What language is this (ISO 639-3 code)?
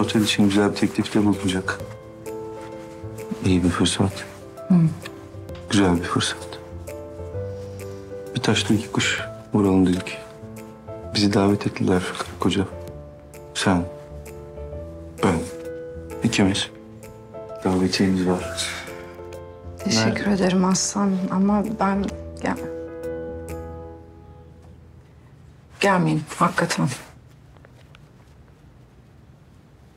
tur